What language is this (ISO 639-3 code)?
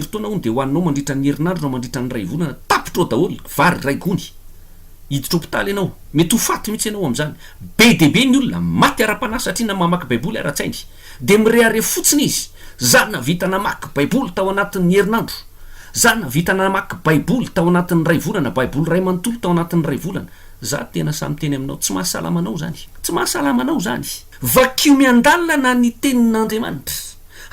mlg